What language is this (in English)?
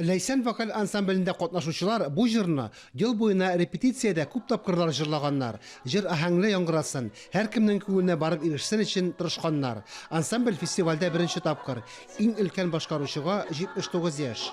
Tatar